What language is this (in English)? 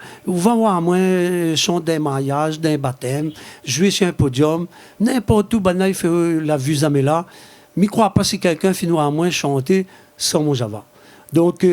Réunion Creole French